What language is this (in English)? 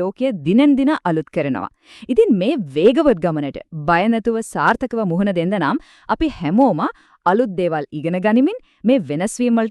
Sinhala